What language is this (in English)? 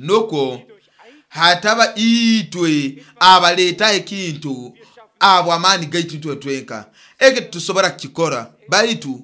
Nyoro